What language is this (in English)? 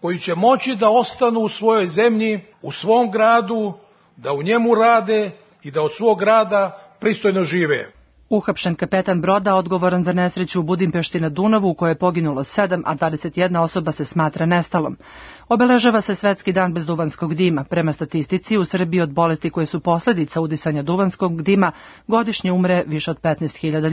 Serbian